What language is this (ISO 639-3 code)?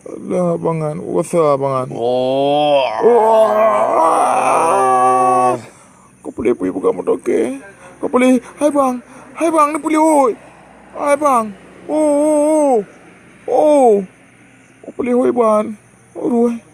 ace